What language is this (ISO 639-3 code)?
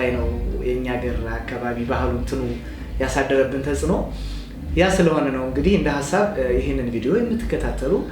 amh